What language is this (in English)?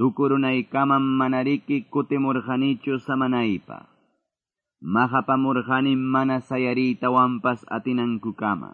Quechua